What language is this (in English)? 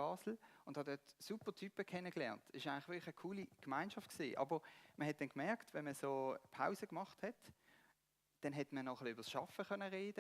Swiss German